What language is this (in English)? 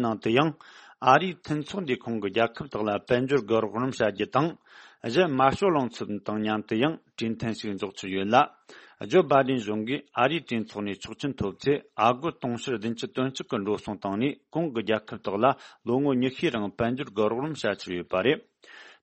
Tibetan